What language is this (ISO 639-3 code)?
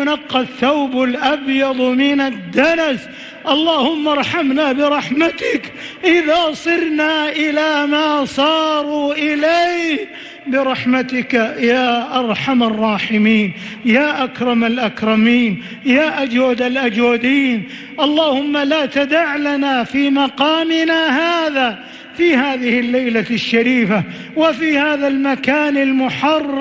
ara